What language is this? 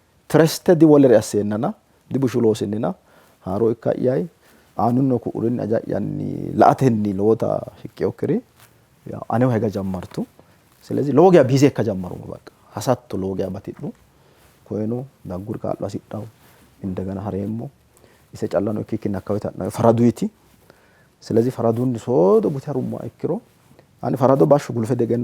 Sidamo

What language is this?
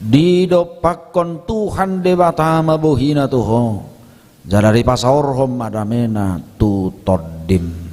Batak Toba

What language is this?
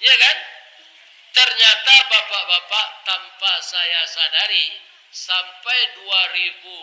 Minangkabau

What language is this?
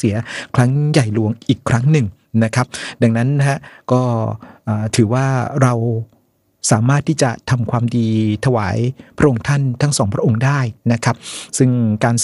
Thai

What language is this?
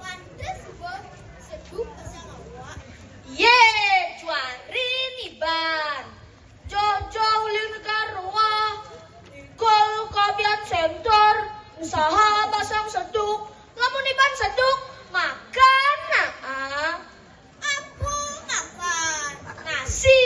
Balinese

